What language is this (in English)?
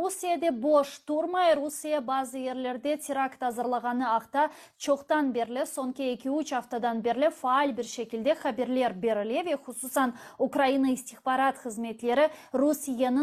Crimean Tatar